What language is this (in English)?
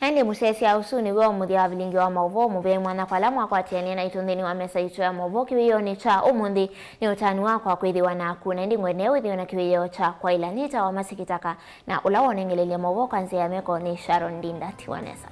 Kamba